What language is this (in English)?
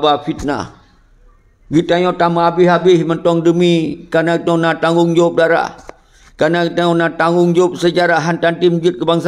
Achinese